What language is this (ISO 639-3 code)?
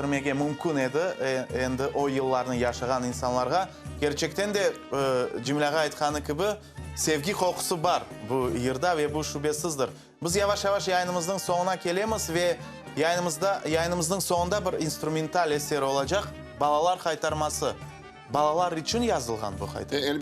crh